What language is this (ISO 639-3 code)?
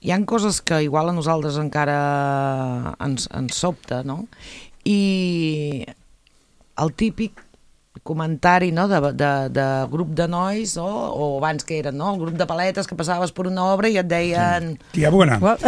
cat